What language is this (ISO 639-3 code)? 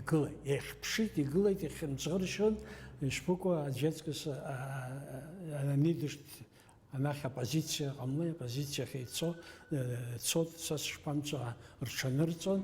abk